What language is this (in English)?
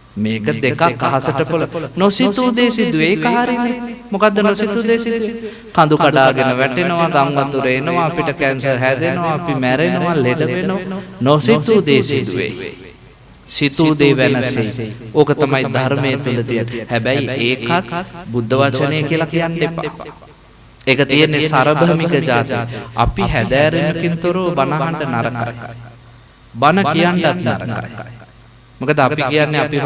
Sinhala